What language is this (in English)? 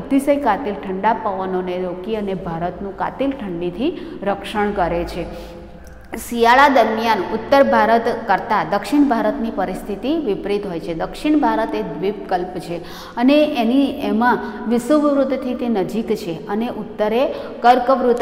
Gujarati